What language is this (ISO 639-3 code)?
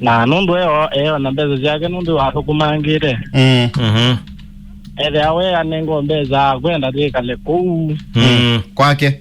kam